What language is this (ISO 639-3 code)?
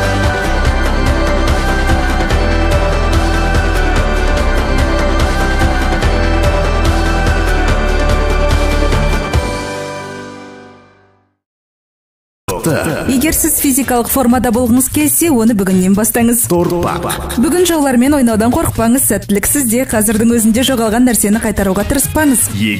kaz